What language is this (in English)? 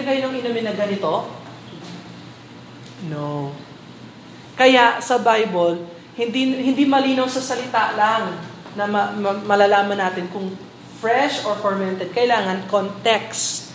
Filipino